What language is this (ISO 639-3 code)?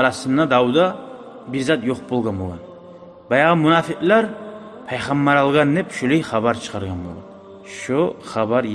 kum